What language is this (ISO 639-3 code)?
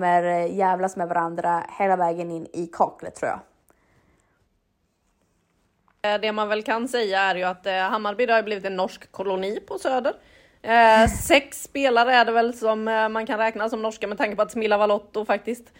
swe